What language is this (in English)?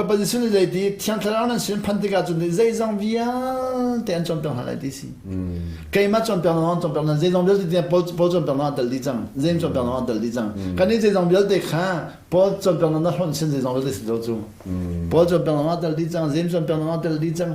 Hakha Chin